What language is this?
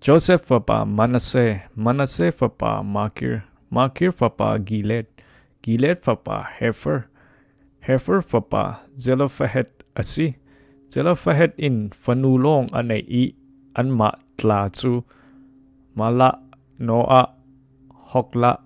Falam Chin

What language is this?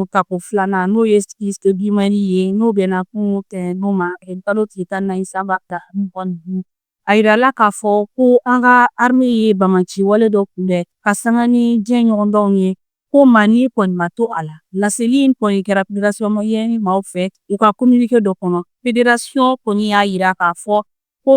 Bambara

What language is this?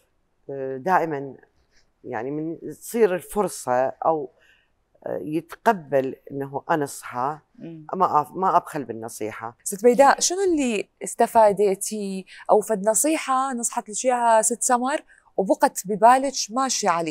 Mesopotamian Arabic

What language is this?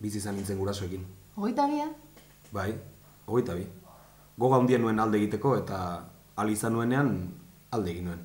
Basque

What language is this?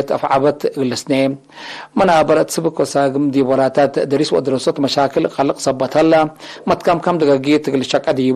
Tigre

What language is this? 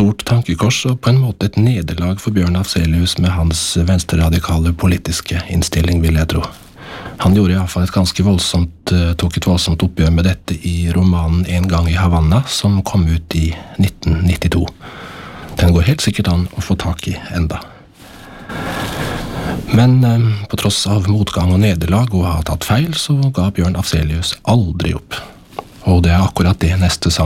Norwegian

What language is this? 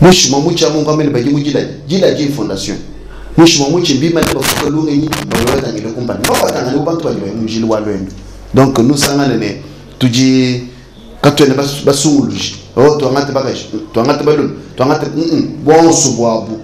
Luba-Lulua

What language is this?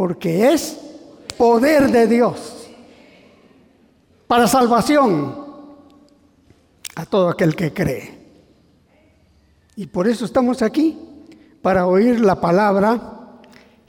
Spanish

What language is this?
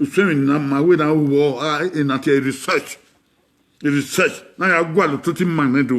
Bini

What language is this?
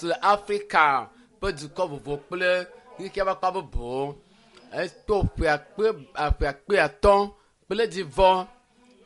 Ewe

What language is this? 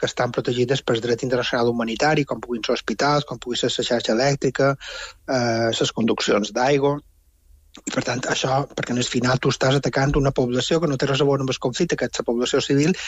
Catalan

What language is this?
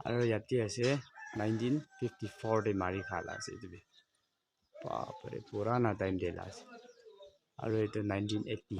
Naga Pidgin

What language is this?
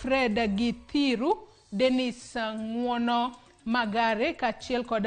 Luo (Kenya and Tanzania)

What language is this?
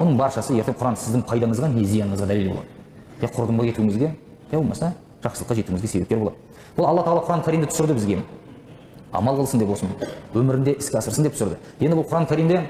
Kazakh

